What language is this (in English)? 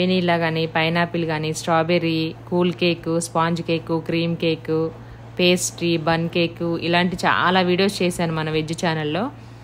Telugu